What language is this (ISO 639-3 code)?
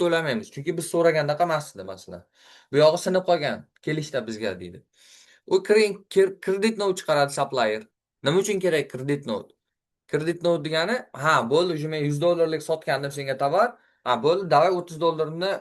uzb